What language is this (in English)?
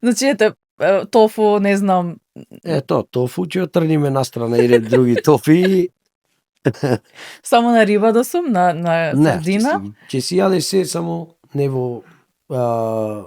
Macedonian